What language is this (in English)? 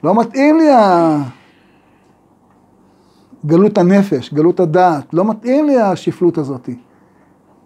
Hebrew